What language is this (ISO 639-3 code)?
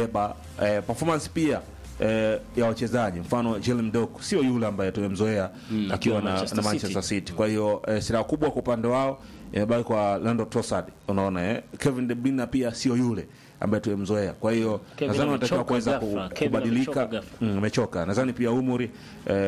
swa